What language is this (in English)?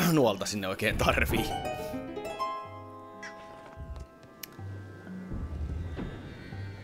Finnish